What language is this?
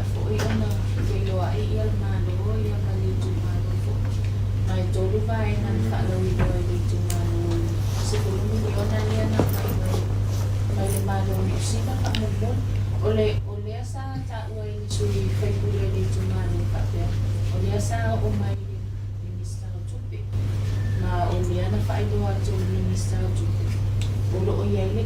Samoan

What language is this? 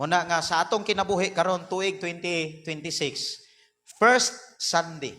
Cebuano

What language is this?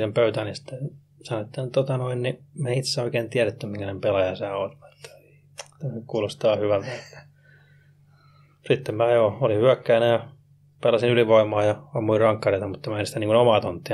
Finnish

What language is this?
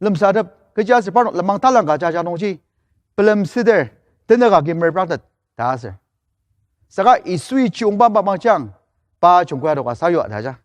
Ao Naga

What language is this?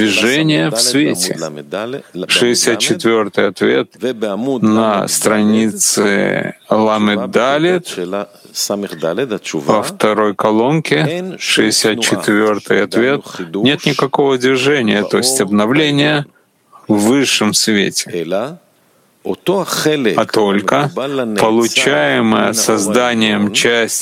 Russian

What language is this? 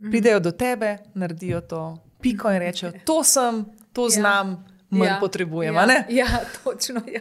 Slovenian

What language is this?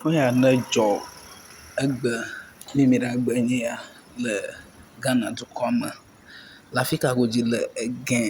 Ewe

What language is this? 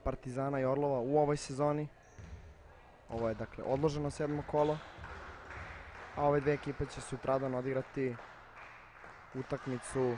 Serbian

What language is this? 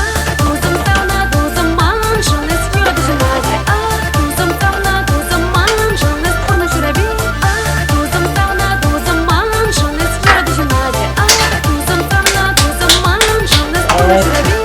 Chuvash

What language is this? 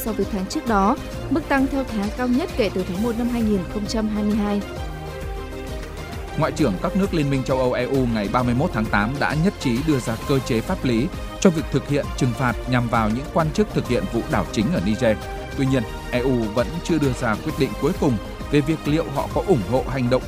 Vietnamese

